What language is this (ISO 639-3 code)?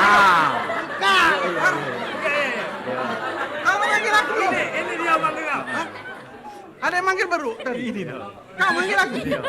mui